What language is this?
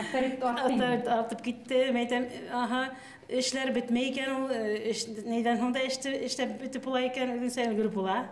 Bashkir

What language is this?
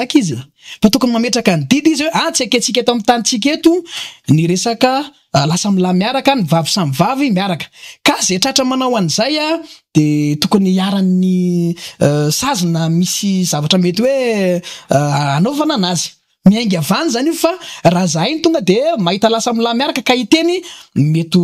Malagasy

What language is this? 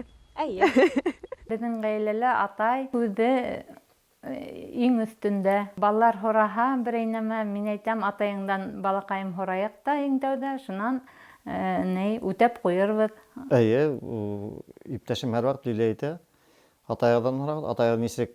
Bashkir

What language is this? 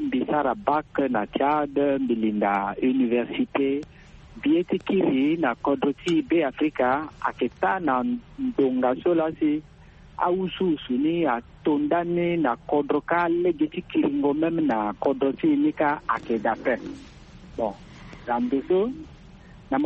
Sango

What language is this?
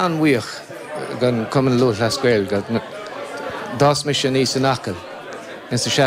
Irish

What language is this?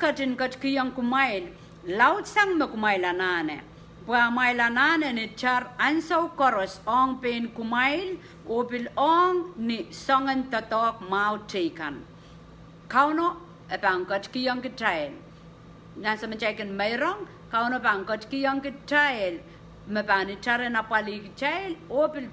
Pohnpeian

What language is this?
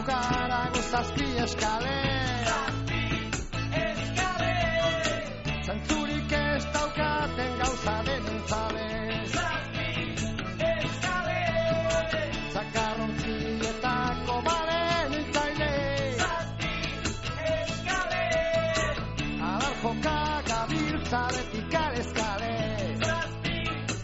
Basque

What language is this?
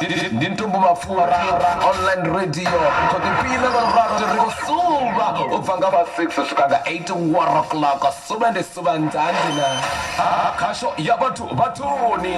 Venda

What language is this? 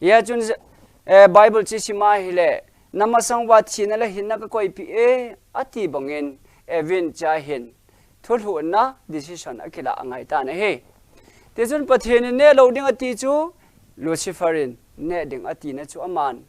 Thado Chin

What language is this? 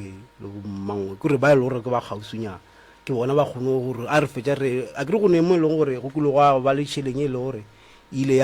Northern Sotho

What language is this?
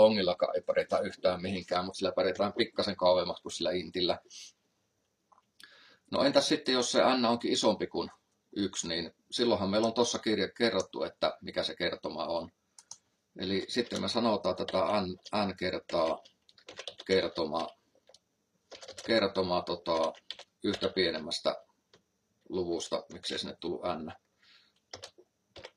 Finnish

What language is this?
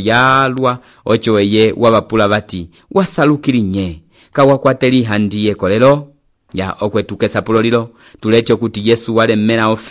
Umbundu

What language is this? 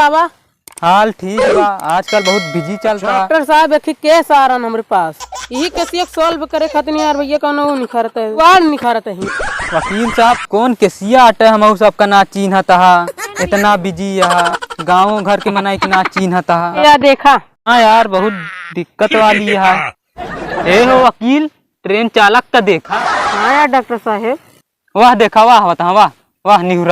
Awadhi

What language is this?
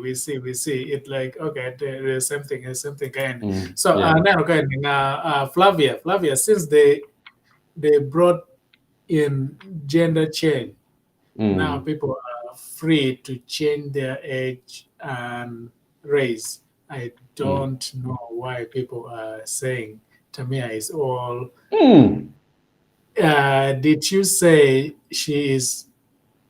Acoli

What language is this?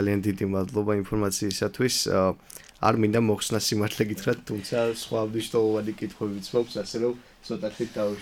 Georgian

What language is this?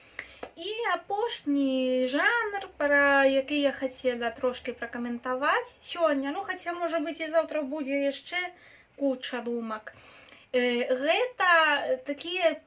Belarusian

